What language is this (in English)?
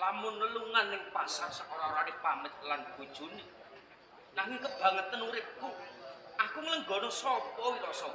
Javanese